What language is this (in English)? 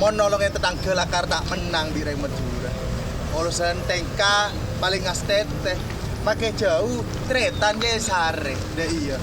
Madurese